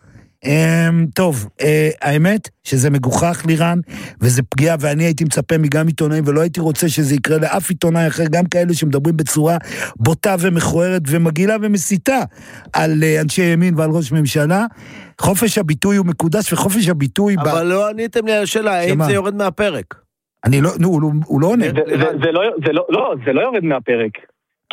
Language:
Hebrew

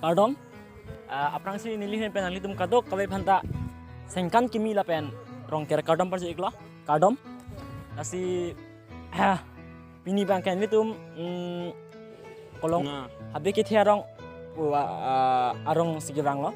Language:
Karbi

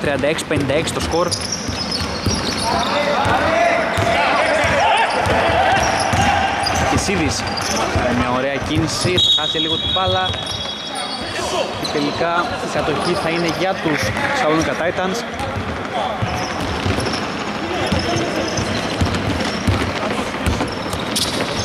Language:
Greek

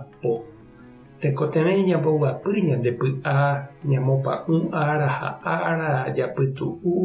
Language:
Guarani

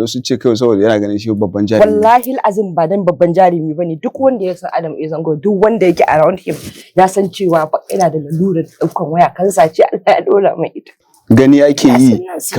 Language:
Hausa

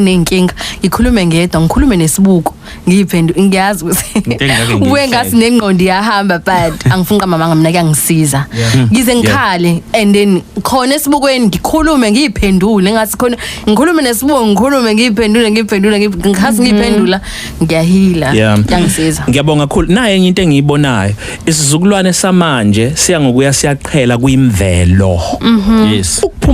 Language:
Zulu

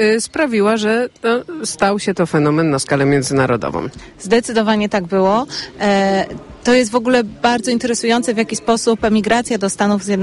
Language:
Polish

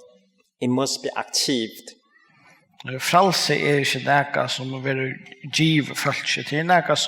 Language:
Faroese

